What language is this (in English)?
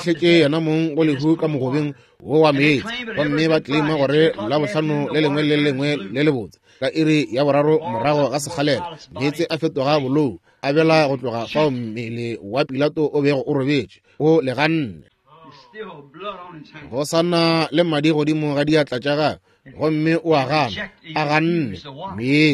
Northern Sotho